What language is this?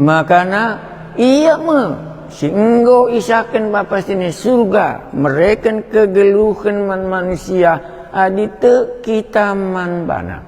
Batak Karo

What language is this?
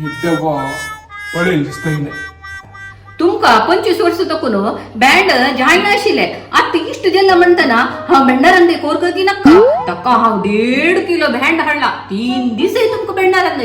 Konkani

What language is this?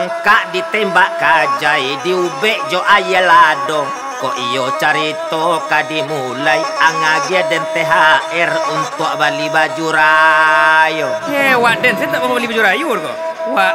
Minangkabau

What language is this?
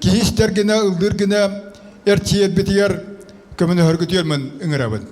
Yakut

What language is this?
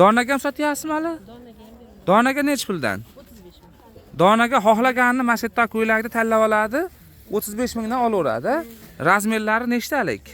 Uzbek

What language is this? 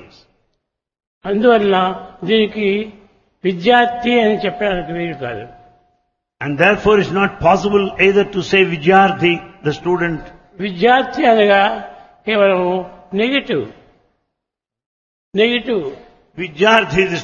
Telugu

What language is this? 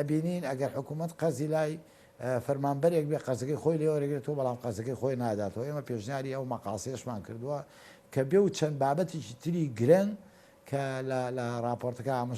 Central Kurdish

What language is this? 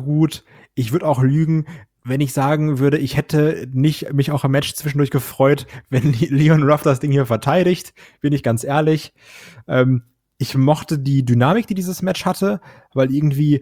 German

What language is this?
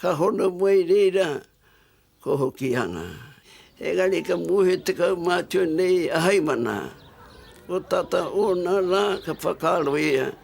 Māori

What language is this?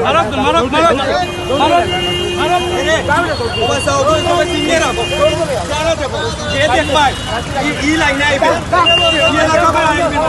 Sylheti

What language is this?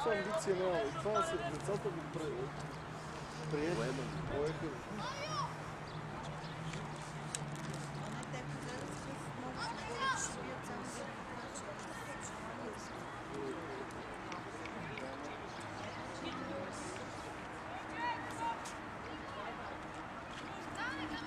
Bulgarian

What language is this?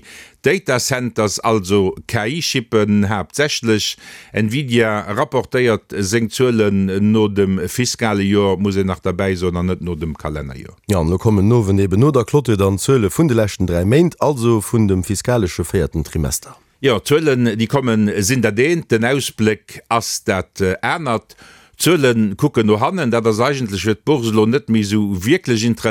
Luxembourgish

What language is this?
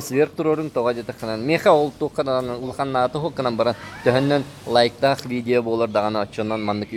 Yakut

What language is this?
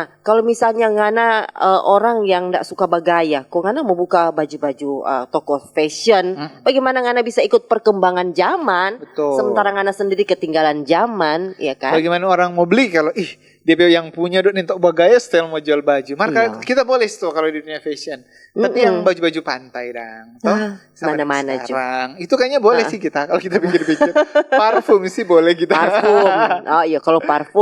Manado Malay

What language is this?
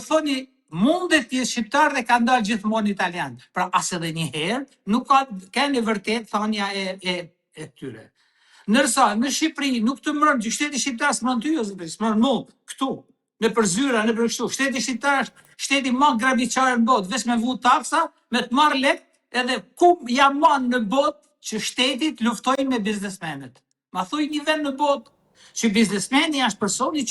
Albanian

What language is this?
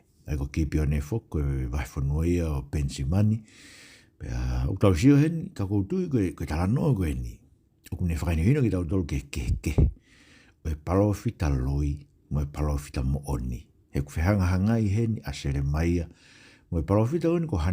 Tongan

